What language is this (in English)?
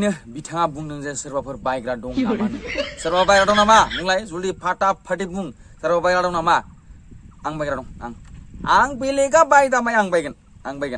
Bodo